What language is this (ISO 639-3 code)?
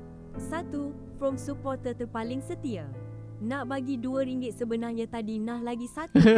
msa